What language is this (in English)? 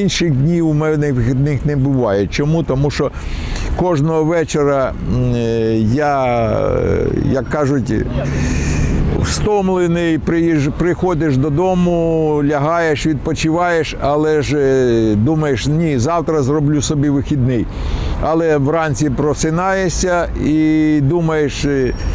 Ukrainian